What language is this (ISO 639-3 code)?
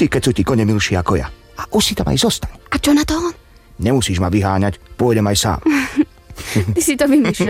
slk